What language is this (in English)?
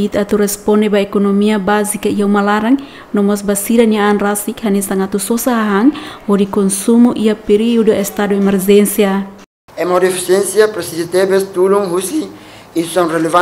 Tetum